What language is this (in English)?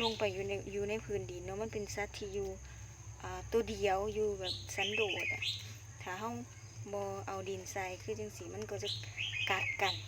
Lao